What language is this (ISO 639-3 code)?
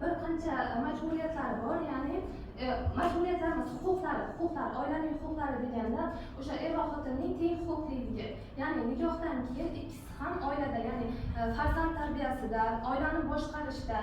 uzb